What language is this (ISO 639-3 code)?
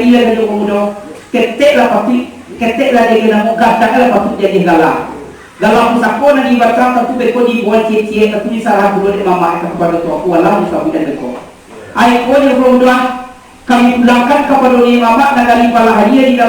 min